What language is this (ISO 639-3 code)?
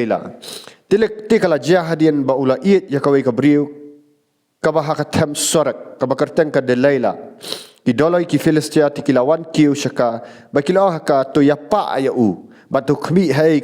kha